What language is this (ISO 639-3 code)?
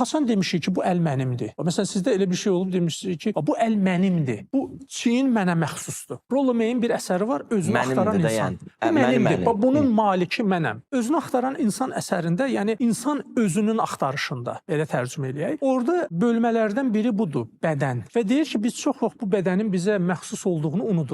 aze